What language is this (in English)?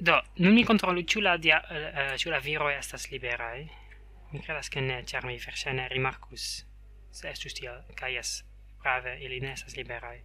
Esperanto